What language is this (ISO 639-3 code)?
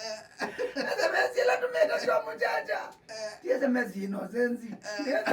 kam